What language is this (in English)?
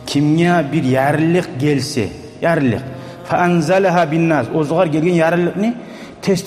Kumyk